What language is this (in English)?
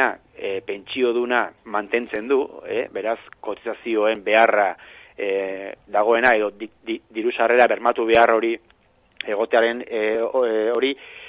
Basque